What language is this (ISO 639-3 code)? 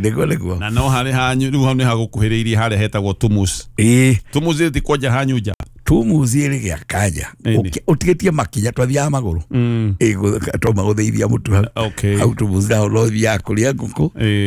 kik